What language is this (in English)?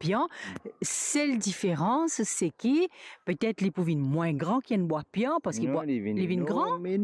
Morisyen